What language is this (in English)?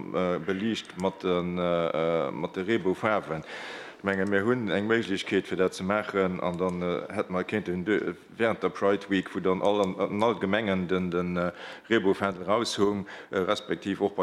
Luxembourgish